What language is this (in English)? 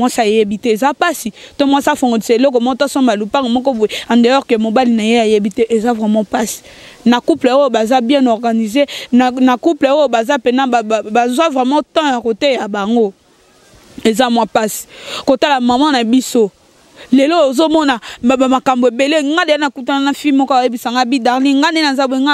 Lingala